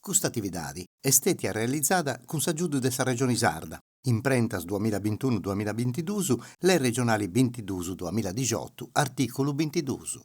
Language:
Sardinian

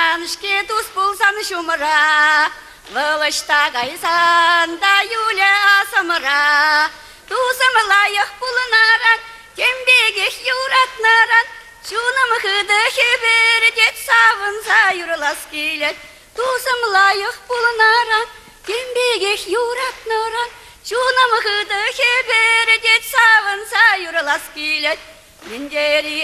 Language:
Chuvash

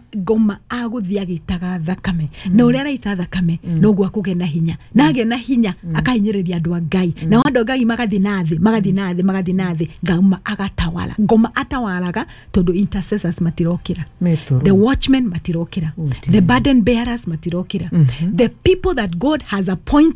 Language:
Kikuyu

